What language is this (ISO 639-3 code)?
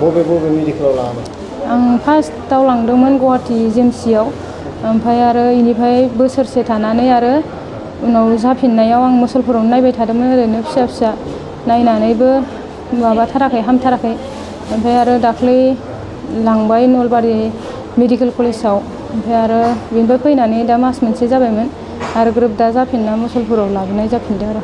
brx